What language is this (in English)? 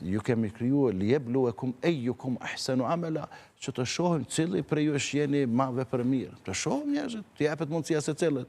Albanian